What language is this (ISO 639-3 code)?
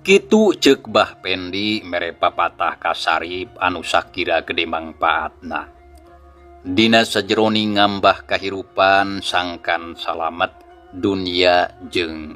sun